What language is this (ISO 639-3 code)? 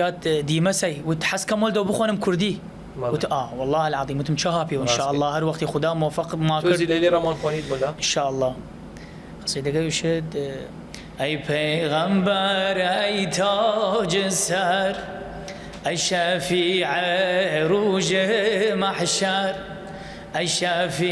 sdh